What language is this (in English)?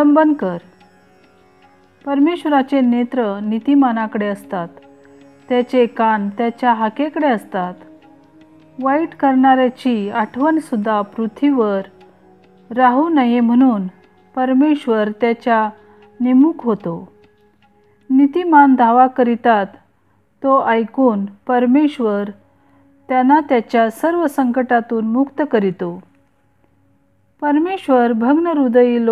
Marathi